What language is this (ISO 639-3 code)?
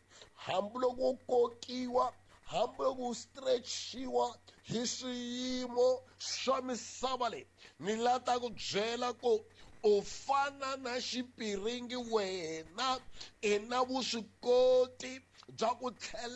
tso